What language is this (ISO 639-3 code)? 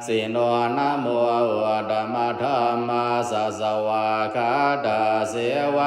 pli